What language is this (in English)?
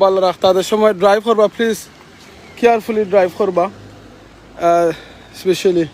Sylheti